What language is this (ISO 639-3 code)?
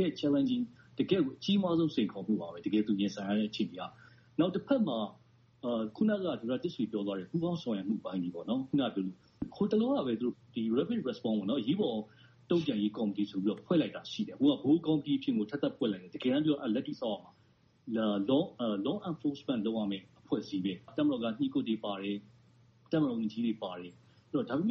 mya